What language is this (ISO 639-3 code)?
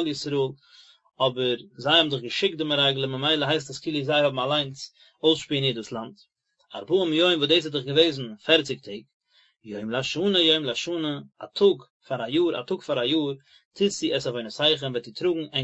yid